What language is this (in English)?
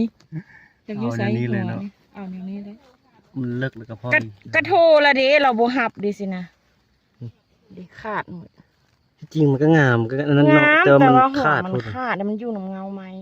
Northeastern Thai